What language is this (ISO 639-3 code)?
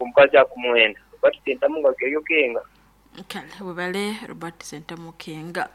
nyn